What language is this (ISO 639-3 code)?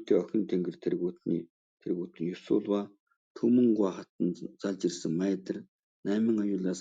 mon